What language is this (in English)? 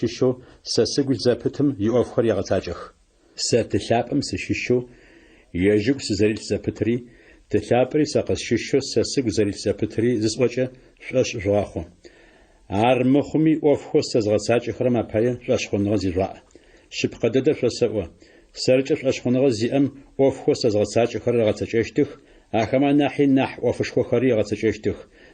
Adyghe